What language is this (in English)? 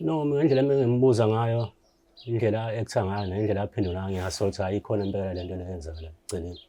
Zulu